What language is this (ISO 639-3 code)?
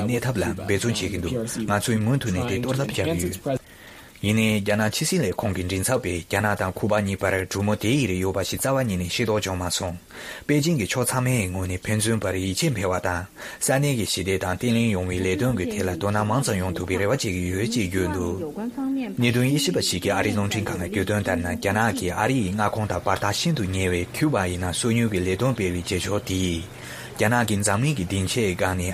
bod